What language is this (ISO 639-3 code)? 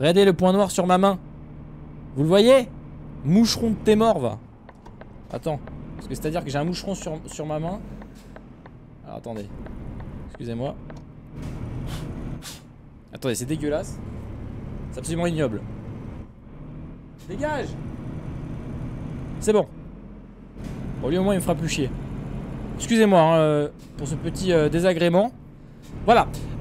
fra